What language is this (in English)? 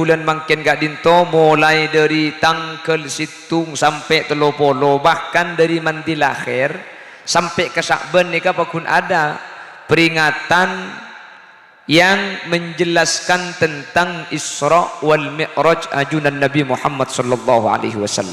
Madurese